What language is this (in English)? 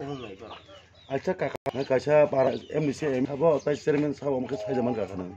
Kok Borok